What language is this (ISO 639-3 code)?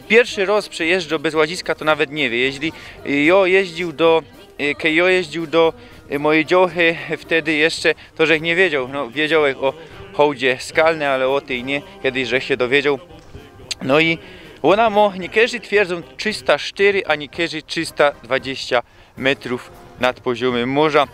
szl